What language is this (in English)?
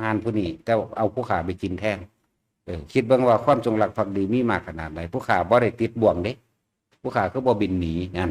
Lao